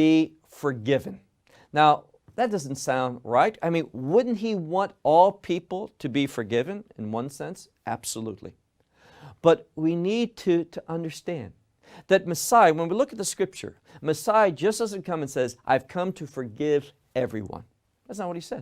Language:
English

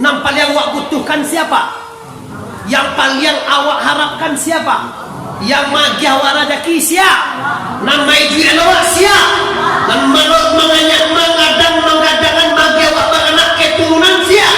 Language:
Minangkabau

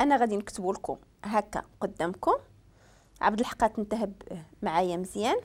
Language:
Moroccan Arabic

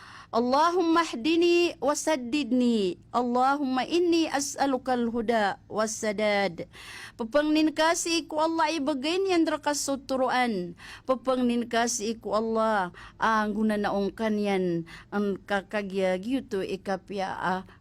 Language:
Maranao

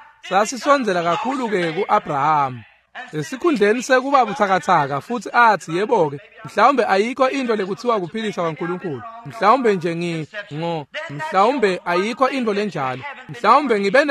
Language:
Swati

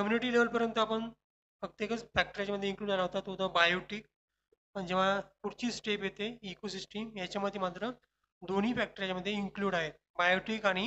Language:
Marathi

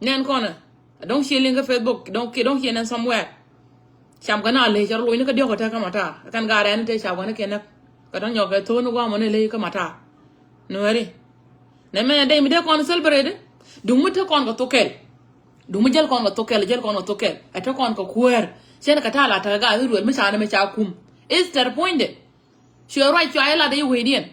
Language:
Nuer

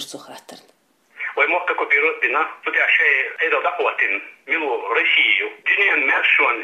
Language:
Chechen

